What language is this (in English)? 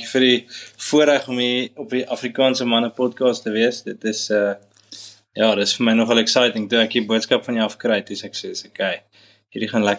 Afrikaans